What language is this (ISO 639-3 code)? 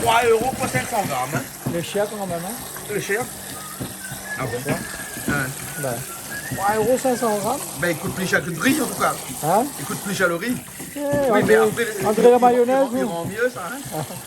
rcf